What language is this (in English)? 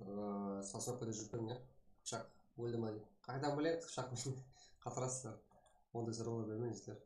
Kara-Kalpak